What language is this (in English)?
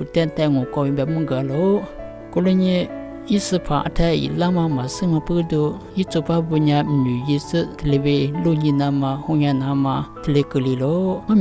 Lisu